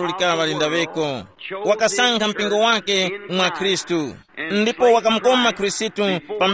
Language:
Tumbuka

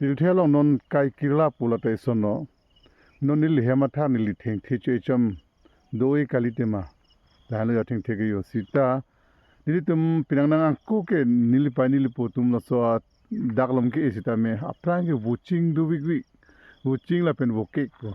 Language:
Karbi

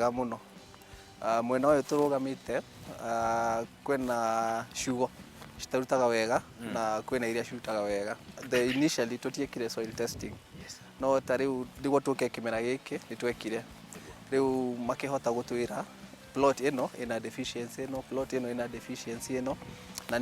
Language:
Kikuyu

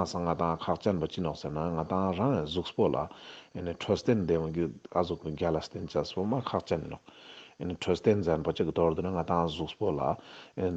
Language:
Ladakhi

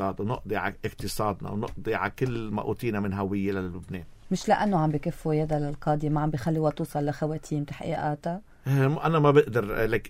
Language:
North Levantine Arabic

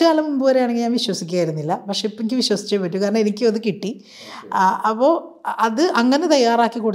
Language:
Malayalam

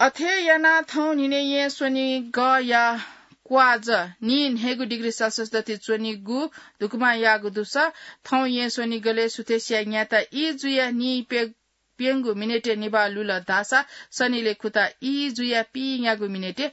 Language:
Newari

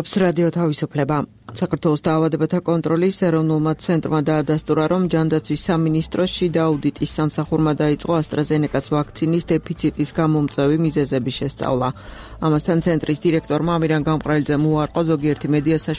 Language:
Georgian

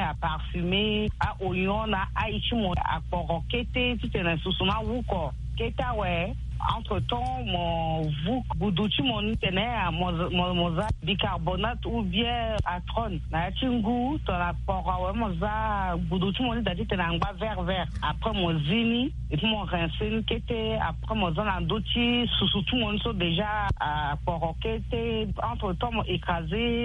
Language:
Sango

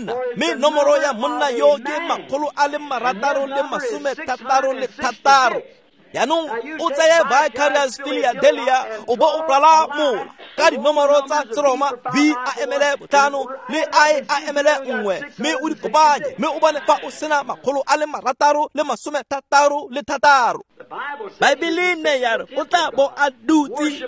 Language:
Tswana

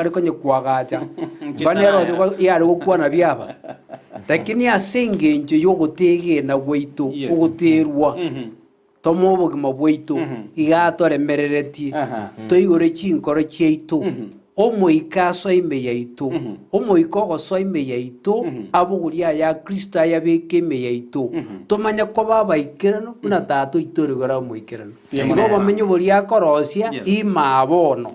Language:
Gusii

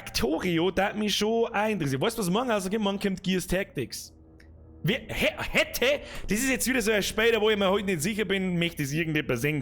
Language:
Bavarian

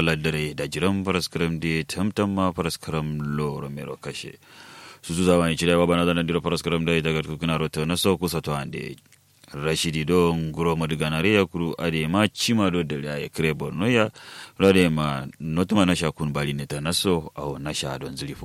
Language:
Kanuri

